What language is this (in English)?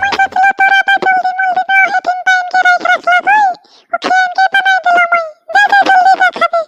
Sadri